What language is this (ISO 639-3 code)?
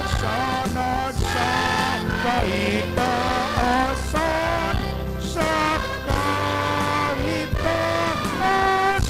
hil